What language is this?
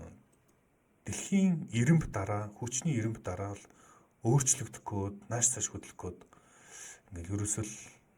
Mongolian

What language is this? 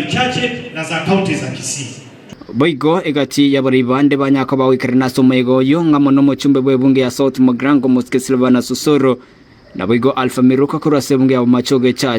Gusii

